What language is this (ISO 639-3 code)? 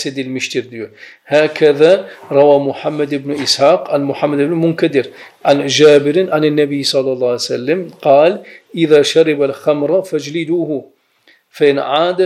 tur